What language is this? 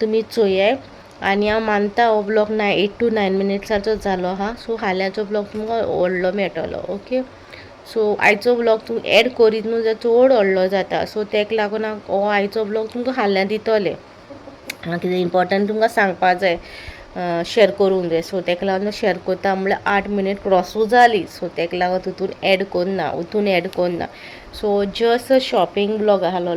Konkani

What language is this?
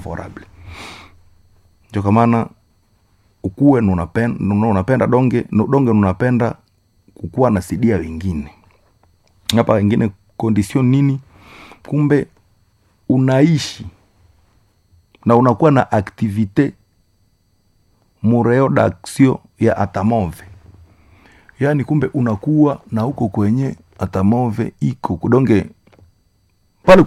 Swahili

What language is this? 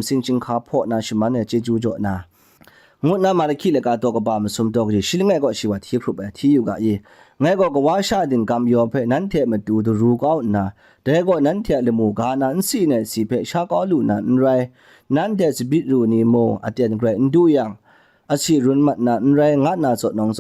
Kachin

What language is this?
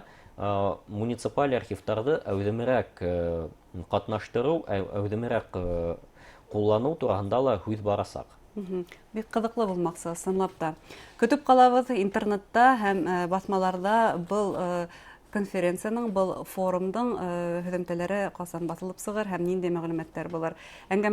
Bashkir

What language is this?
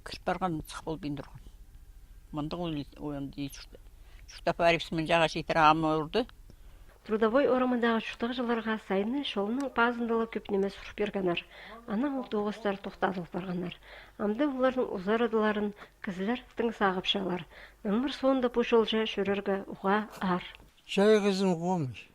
Khakas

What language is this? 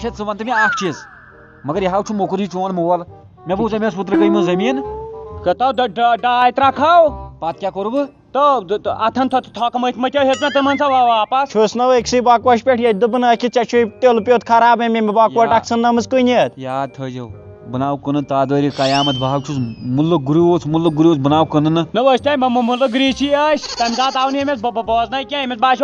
Kashmiri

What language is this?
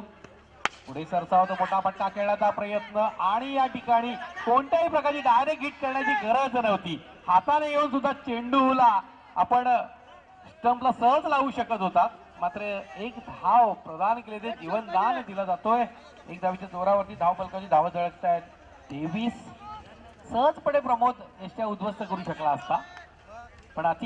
Marathi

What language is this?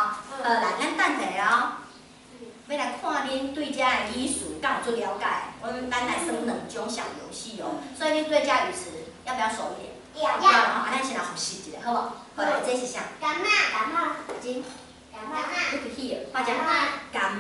Min Nan Chinese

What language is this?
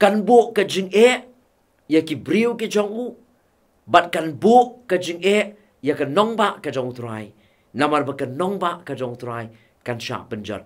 Khasi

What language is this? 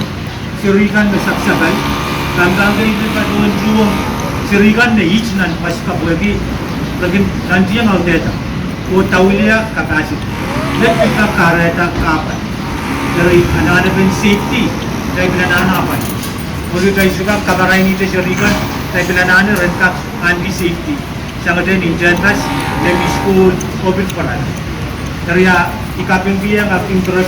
Pohnpeian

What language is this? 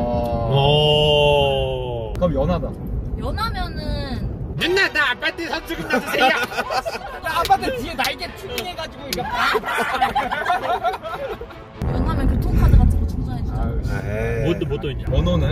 Korean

